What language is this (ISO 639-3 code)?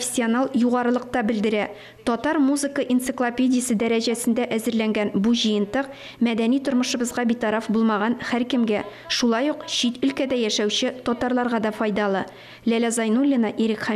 tat